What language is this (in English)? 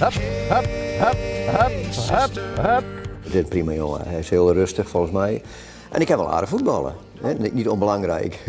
Western Frisian